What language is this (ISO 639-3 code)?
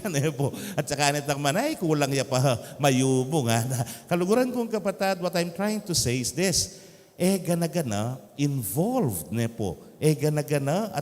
pam